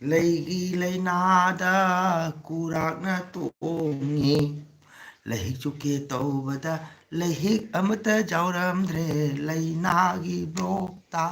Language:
Manipuri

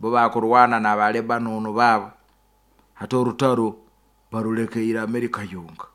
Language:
Nyoro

